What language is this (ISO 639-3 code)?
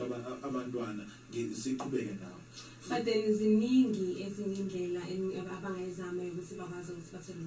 zul